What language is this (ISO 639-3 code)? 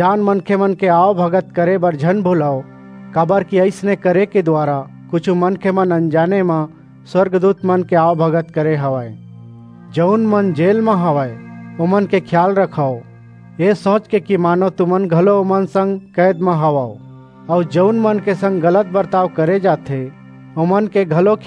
hne